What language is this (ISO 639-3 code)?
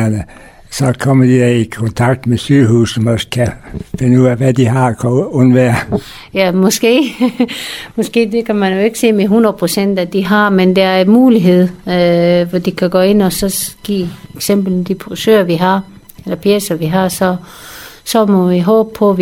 dan